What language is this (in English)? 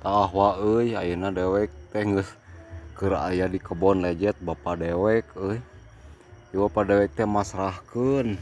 Sundanese